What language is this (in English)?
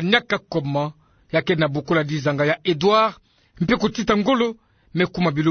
Kituba (Democratic Republic of Congo)